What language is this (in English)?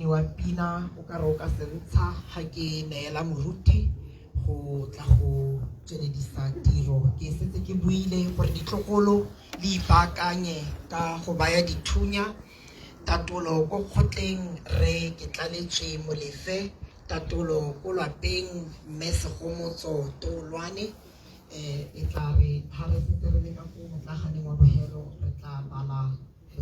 Tswana